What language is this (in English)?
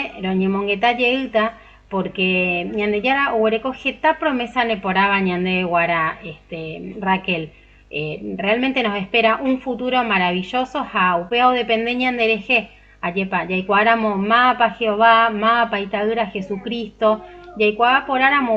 Guarani